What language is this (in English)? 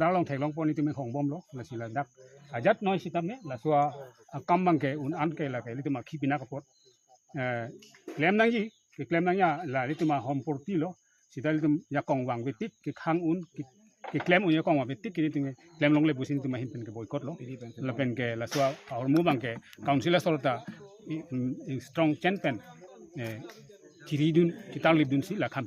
Karbi